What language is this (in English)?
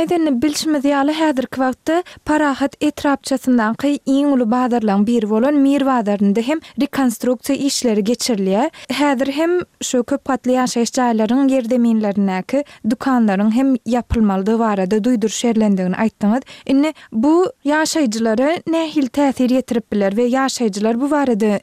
Turkmen